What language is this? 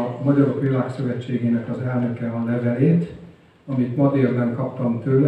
Hungarian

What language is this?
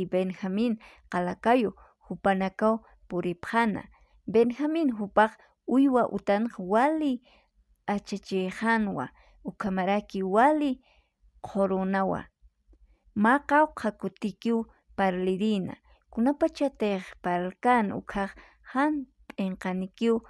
Aymara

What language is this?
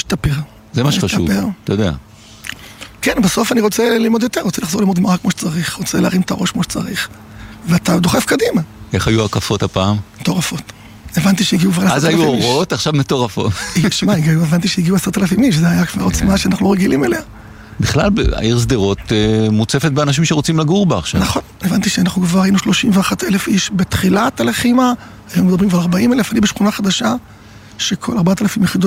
Hebrew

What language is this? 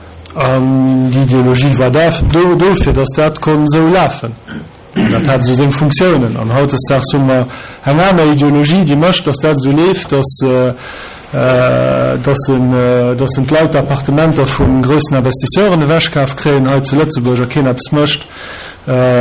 Luxembourgish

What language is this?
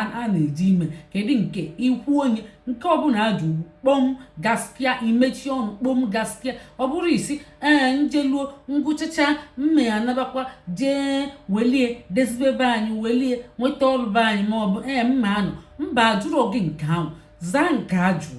Igbo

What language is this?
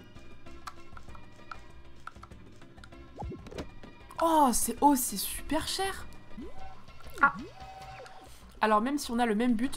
French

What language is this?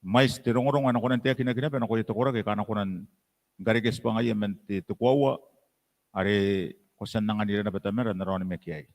Gilbertese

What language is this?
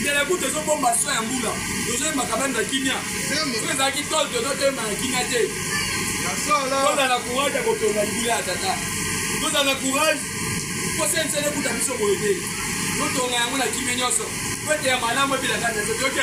Lingala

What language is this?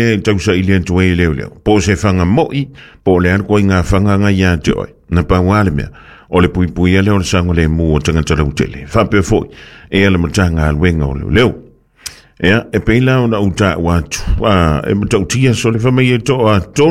Samoan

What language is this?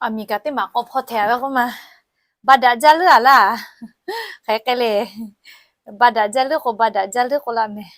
Lahu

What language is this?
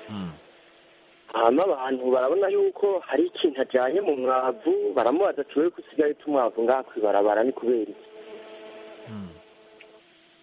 Kinyarwanda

